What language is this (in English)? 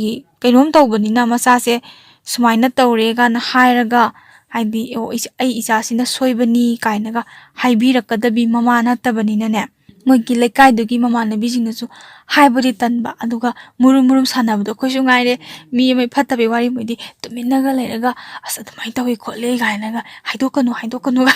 Manipuri